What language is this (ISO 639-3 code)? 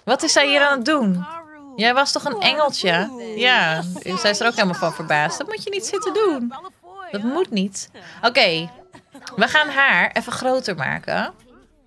nld